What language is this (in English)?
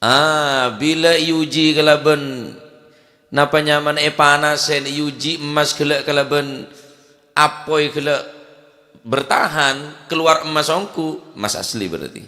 Madurese